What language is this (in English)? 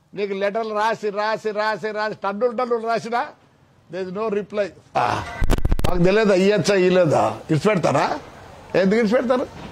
Telugu